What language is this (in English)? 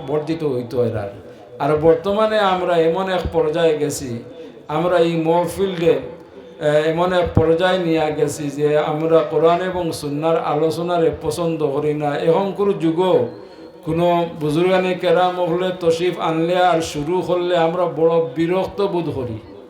Sylheti